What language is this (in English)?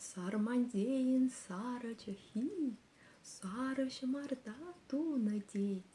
Chuvash